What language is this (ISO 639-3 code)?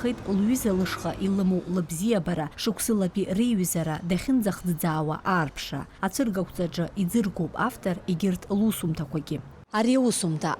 abk